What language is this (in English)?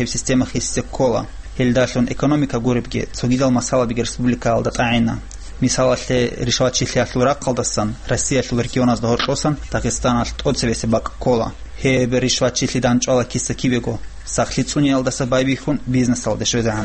Avaric